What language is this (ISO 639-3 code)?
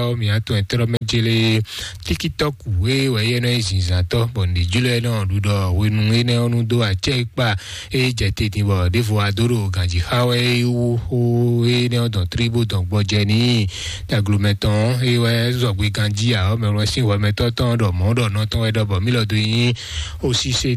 fon